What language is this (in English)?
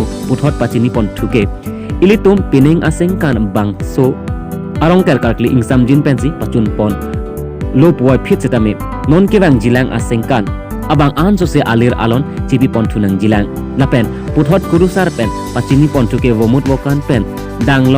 Karbi